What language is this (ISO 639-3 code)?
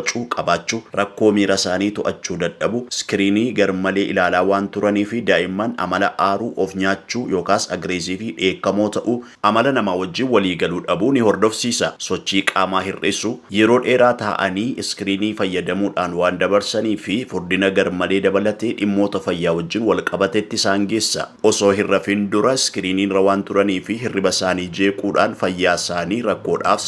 orm